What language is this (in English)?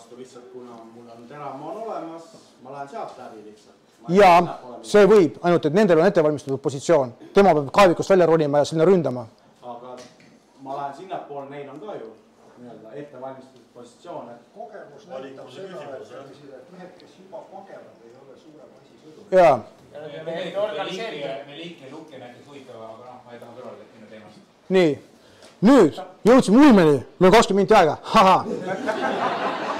Estonian